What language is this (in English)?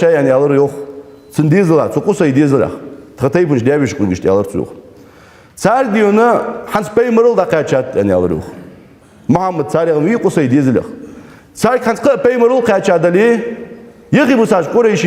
Ingush